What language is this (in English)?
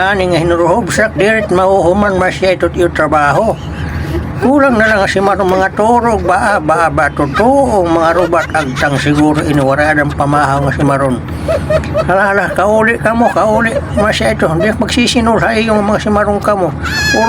Waray